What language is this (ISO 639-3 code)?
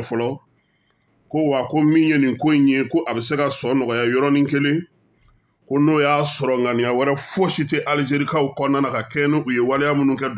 bam